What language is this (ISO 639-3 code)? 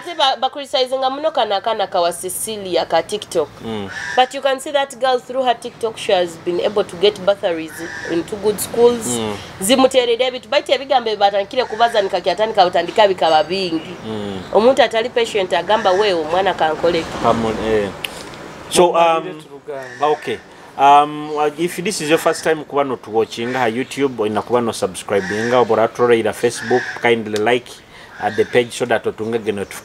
nyo